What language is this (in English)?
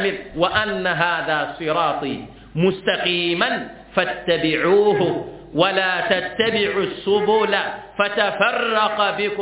Mossi